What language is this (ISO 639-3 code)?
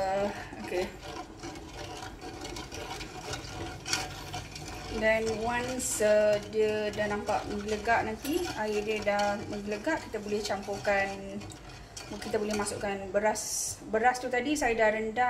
msa